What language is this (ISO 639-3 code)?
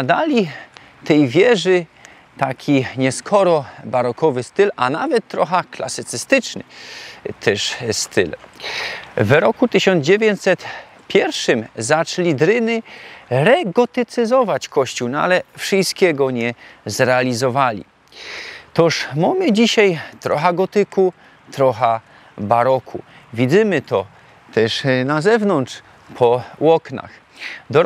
szl